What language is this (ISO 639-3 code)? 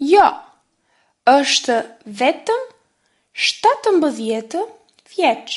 sqi